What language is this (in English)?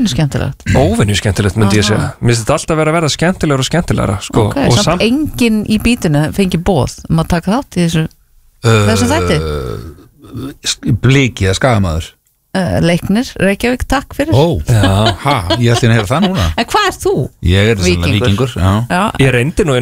Icelandic